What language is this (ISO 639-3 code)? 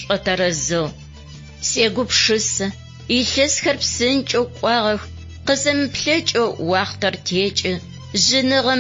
ady